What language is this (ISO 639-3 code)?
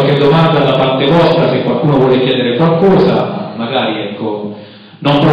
ita